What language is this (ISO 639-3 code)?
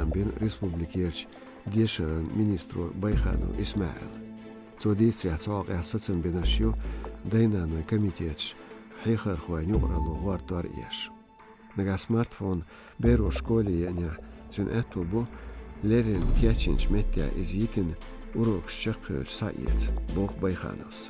che